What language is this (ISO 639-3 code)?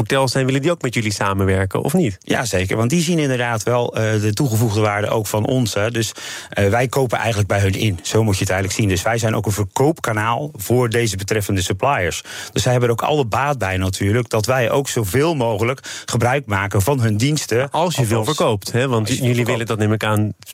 nld